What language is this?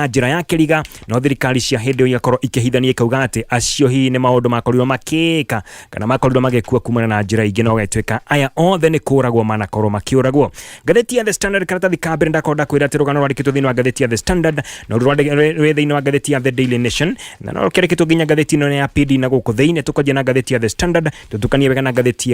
Kikuyu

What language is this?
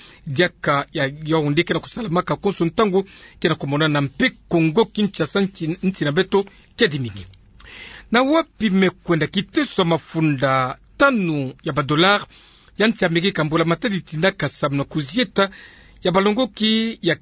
Kituba (Democratic Republic of Congo)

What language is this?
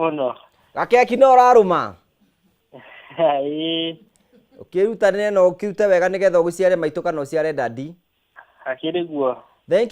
Kikuyu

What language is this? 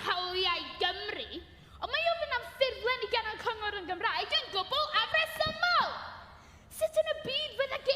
Welsh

